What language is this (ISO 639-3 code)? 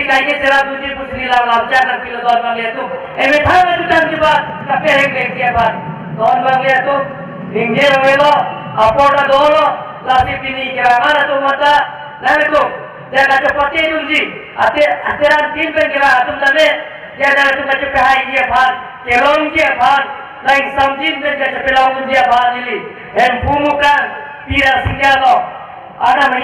mjw